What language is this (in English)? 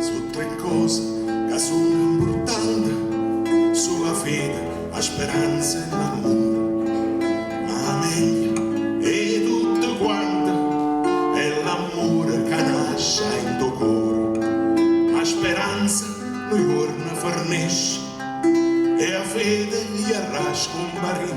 Neapolitan